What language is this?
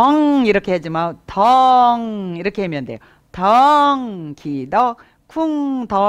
Korean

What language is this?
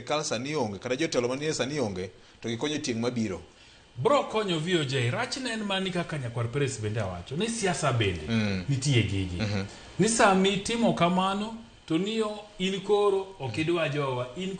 Luo (Kenya and Tanzania)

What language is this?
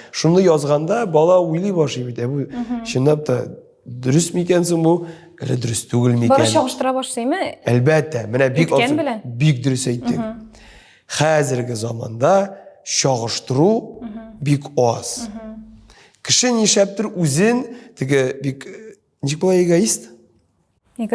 Tatar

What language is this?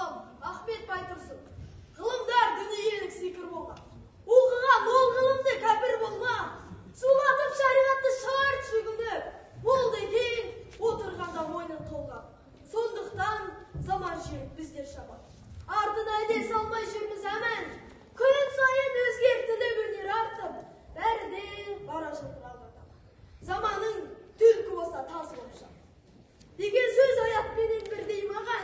Kazakh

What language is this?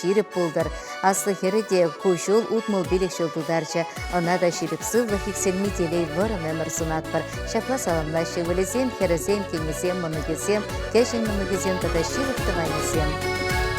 Chuvash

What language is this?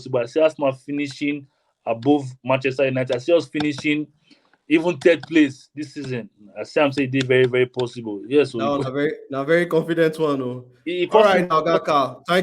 Nigerian Pidgin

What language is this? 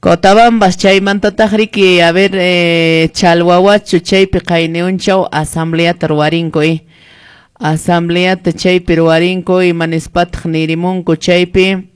Quechua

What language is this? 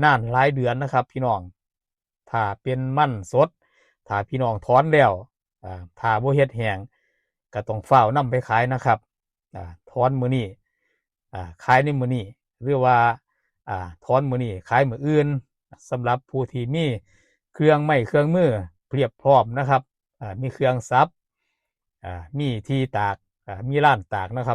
Northeastern Thai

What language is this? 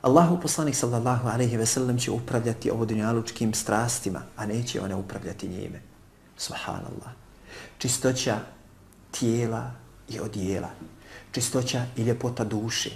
Bosnian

